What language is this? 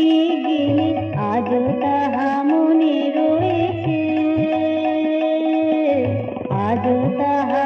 Bangla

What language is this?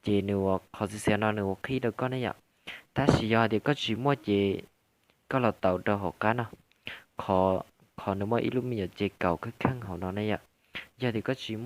Hmong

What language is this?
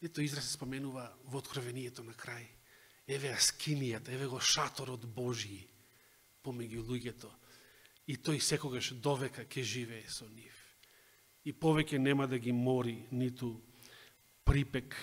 Macedonian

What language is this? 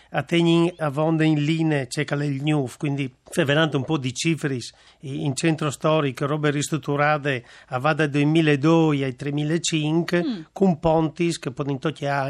Friulian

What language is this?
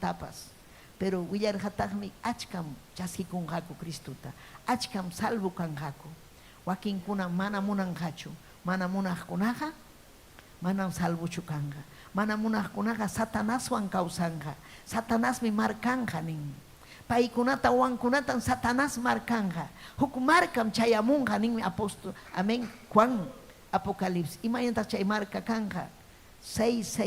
Ayacucho Quechua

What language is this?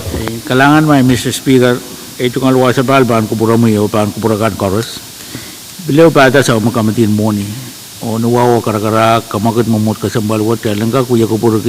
Pohnpeian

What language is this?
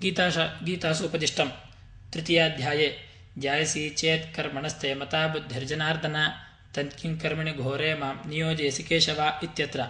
Sanskrit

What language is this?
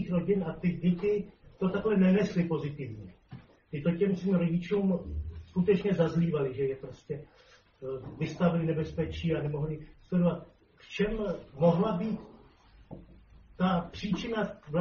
Czech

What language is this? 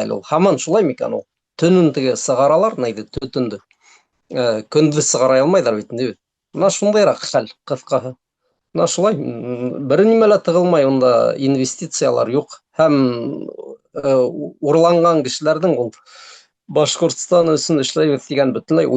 Bashkir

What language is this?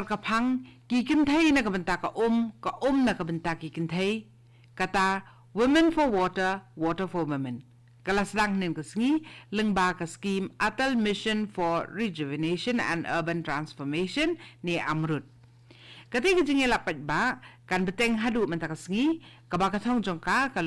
Khasi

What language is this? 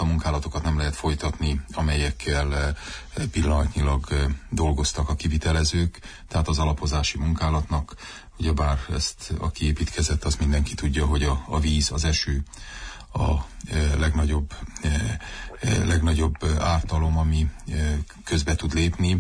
Hungarian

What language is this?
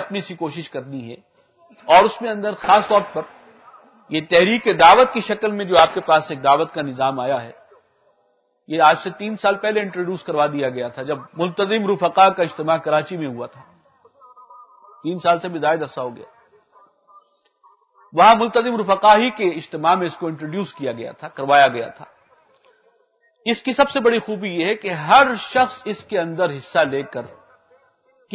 Urdu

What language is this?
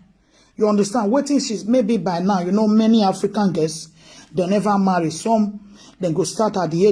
Nigerian Pidgin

